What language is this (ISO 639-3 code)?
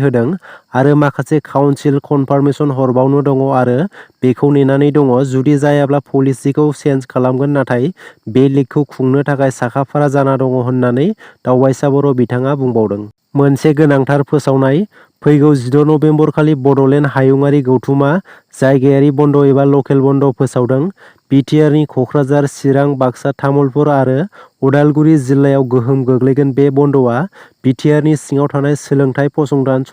brx